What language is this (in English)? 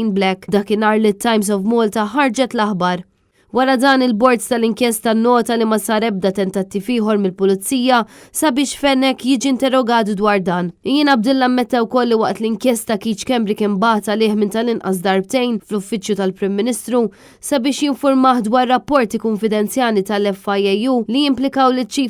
Maltese